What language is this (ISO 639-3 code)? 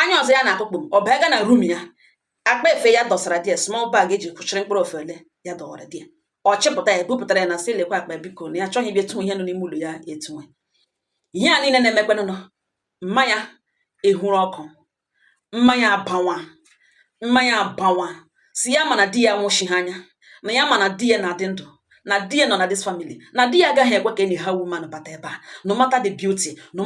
ibo